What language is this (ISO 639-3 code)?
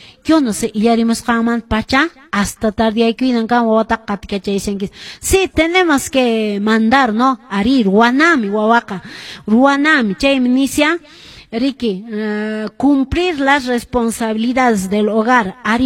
que